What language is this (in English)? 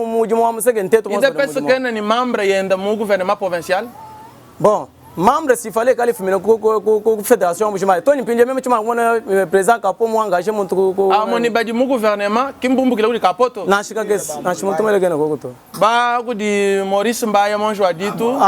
Luba-Lulua